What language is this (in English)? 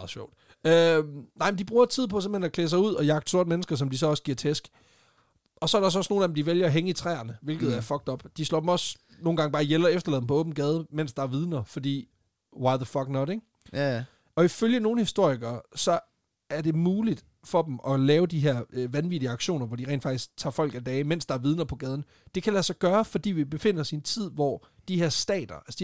Danish